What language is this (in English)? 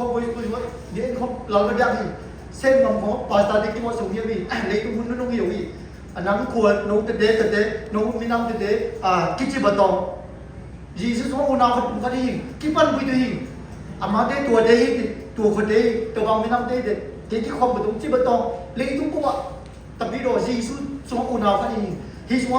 Siyin Chin